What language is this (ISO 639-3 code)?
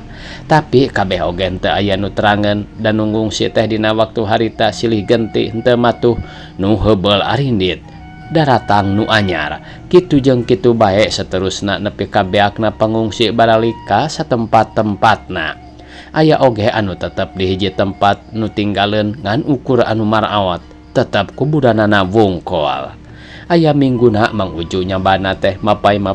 sun